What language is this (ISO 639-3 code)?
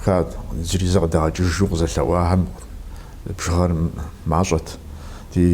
kbd